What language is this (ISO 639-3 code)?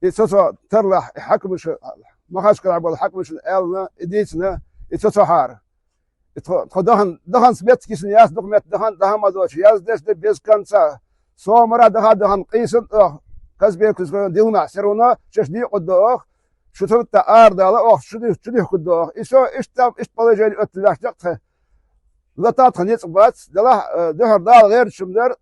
che